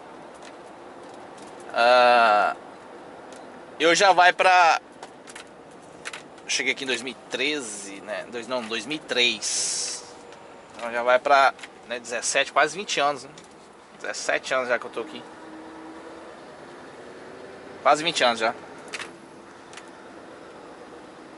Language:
Portuguese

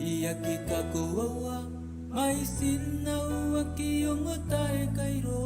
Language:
Gilbertese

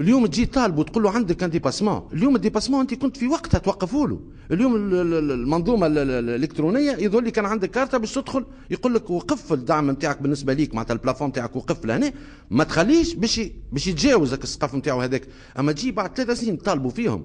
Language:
Tunisian Arabic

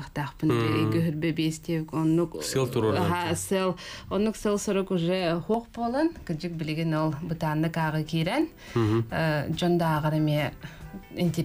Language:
Yakut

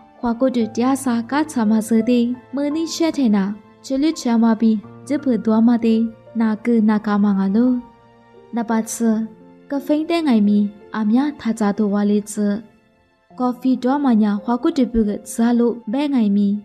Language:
Lisu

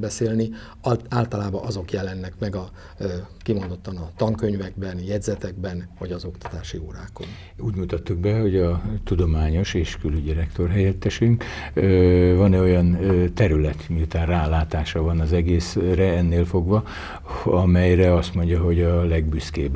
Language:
Hungarian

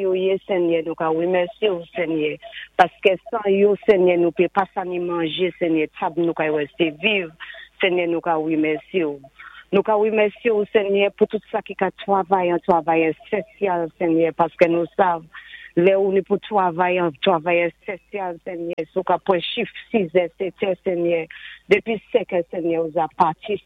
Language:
Saint Lucian Creole French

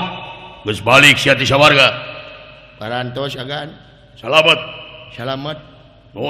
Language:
Sundanese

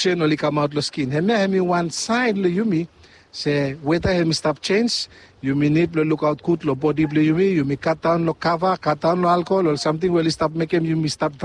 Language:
Bislama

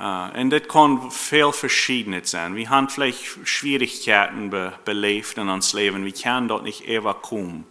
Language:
Plautdietsch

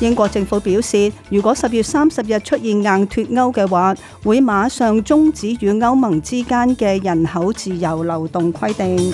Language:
Cantonese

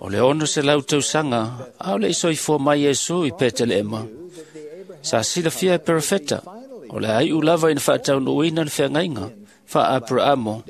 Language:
Samoan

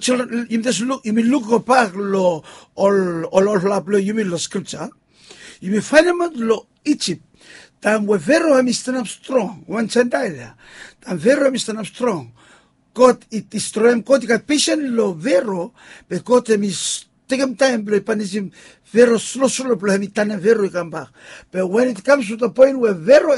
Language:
Bislama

